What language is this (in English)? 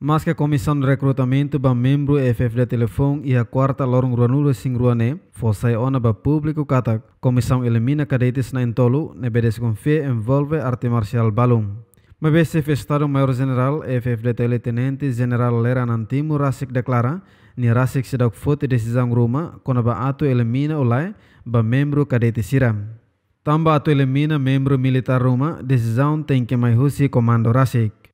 Tetum